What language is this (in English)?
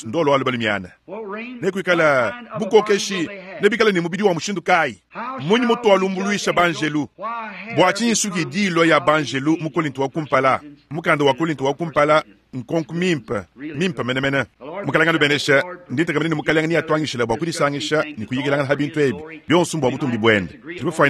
Luba-Lulua